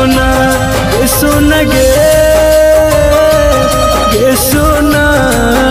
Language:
Maithili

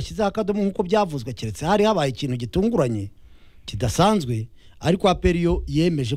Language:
Kinyarwanda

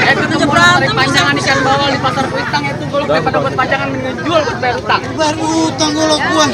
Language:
Betawi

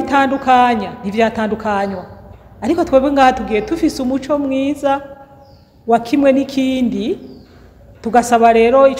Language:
Rundi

